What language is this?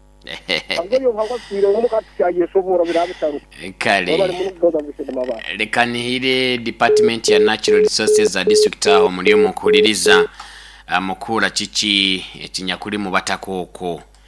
Nyoro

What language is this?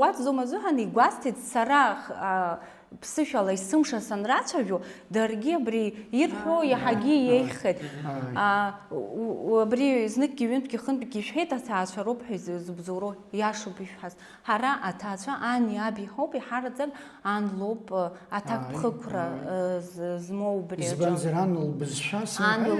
Abkhazian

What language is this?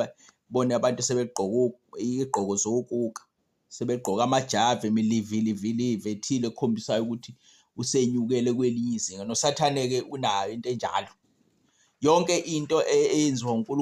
Zulu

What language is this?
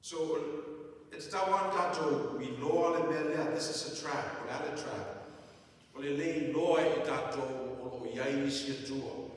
Samoan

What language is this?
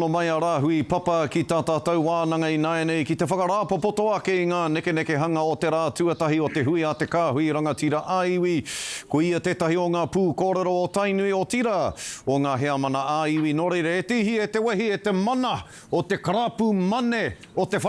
Māori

